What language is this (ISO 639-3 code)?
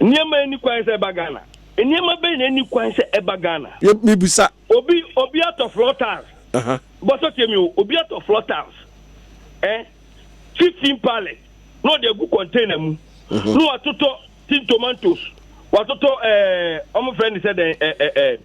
aka